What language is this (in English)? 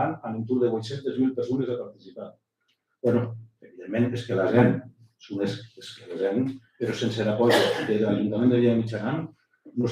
Occitan